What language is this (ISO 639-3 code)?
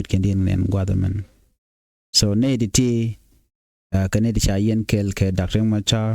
nus